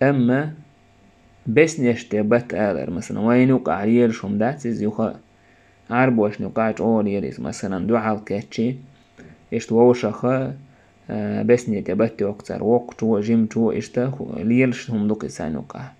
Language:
Chechen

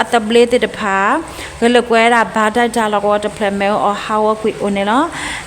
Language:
S'gaw Karen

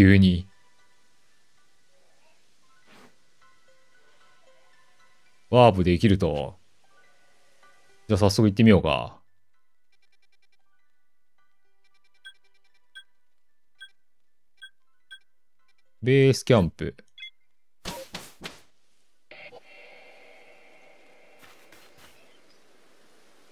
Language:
Japanese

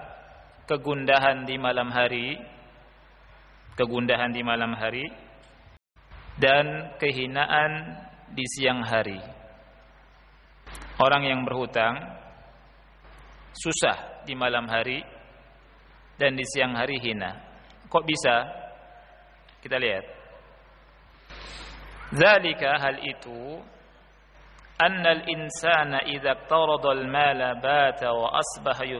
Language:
Indonesian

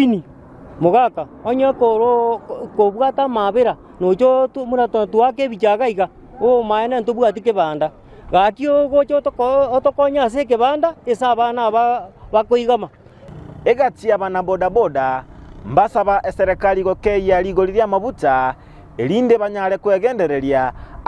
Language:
Gusii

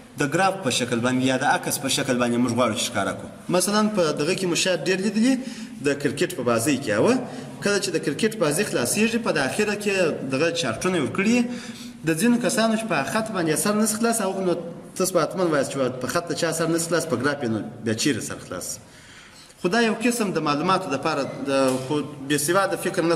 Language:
Pashto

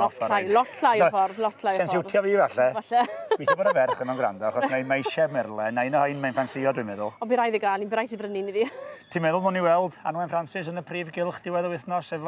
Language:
Welsh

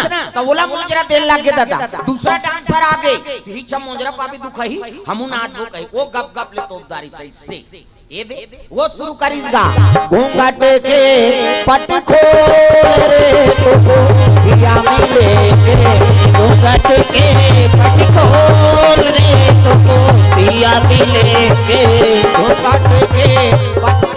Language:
Chhattisgarhi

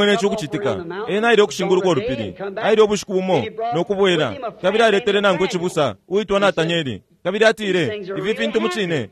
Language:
Bemba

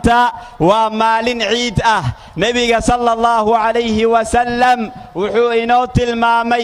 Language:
Somali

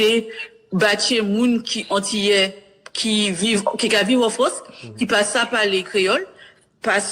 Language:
Guadeloupean Creole French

